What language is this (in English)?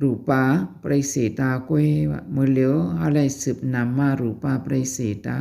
Shan